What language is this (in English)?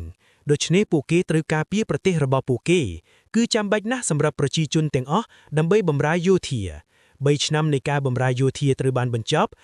Khmer